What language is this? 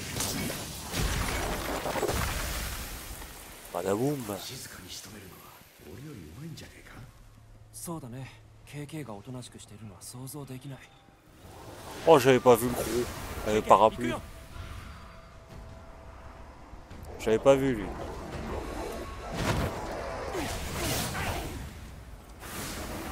French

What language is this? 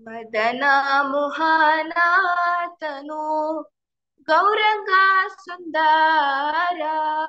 Konkani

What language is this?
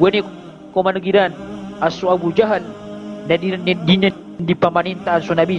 Maranao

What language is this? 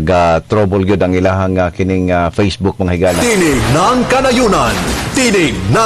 Cebuano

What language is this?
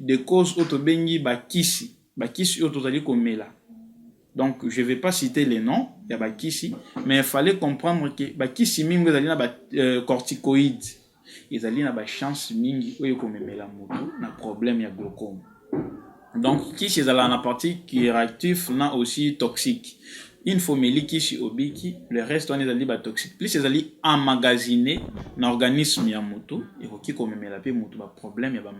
Lingala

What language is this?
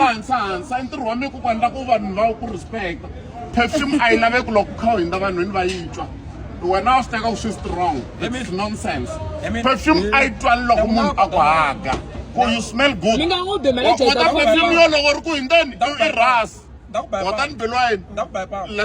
Tsonga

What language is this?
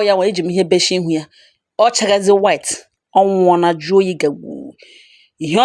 Igbo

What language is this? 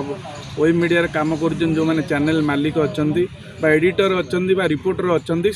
Odia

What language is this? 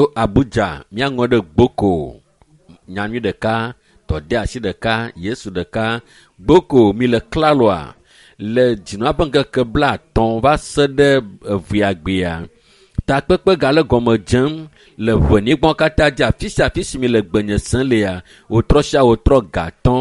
Ewe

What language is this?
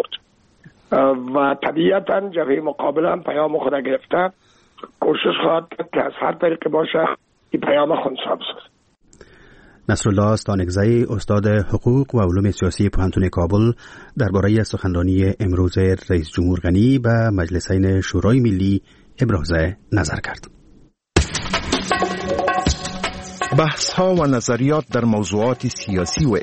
Persian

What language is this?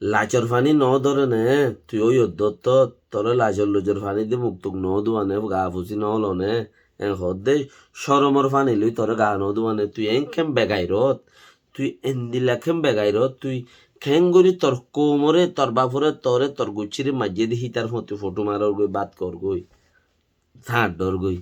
Rohingya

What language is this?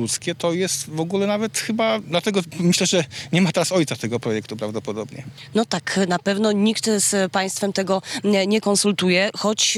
Polish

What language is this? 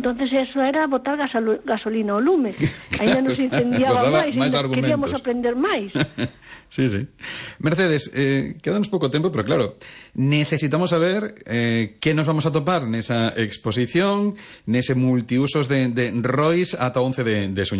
Galician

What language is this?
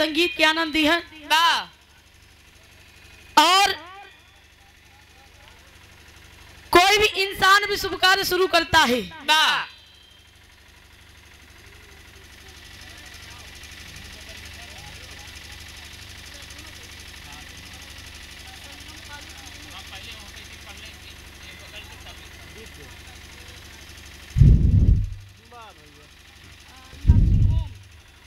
Bhojpuri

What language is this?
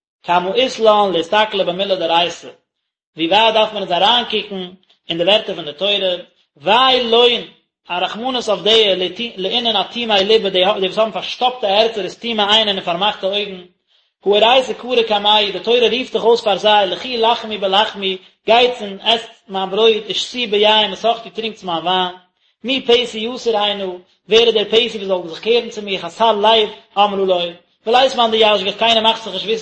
Yiddish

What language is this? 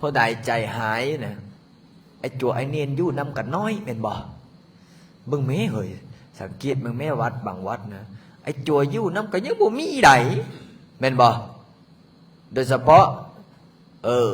Lao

